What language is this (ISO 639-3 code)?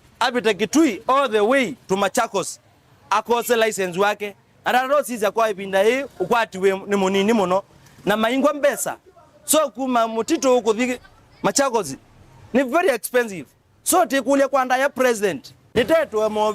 kam